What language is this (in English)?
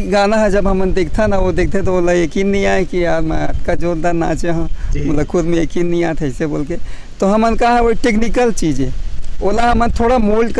Chhattisgarhi